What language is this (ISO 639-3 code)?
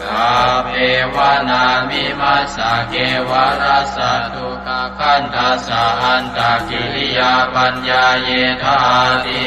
pli